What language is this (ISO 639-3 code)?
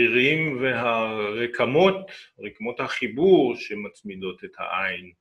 heb